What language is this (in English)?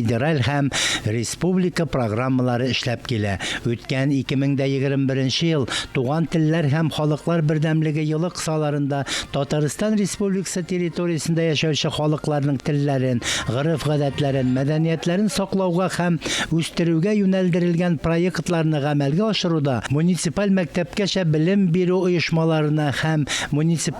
Tatar